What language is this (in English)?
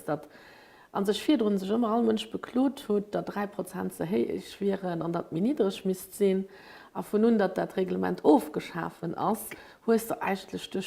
Luxembourgish